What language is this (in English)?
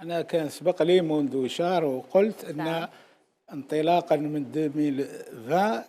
Algerian Arabic